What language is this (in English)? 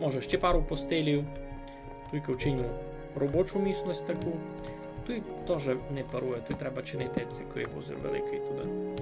Rusyn